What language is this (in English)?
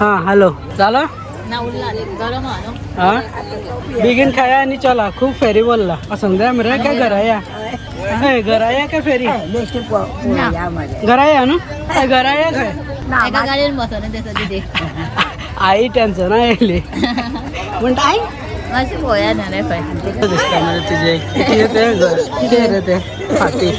Konkani